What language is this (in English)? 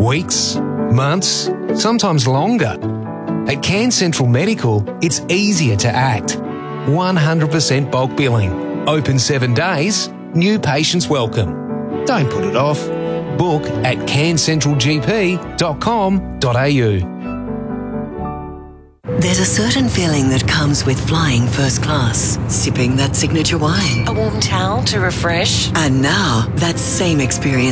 English